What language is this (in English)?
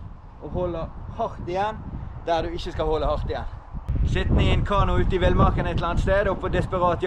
Norwegian